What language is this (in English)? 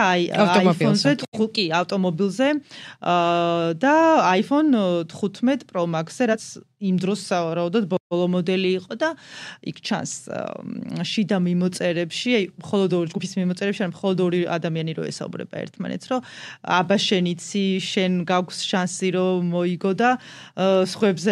Georgian